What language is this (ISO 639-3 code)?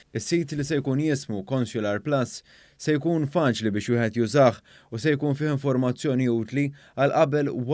mlt